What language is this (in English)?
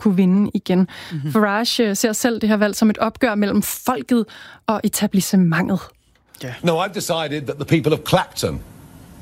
Danish